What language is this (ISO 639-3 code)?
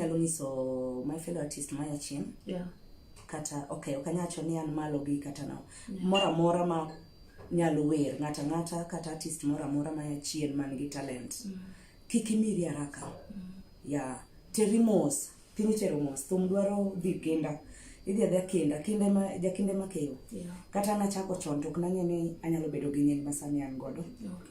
luo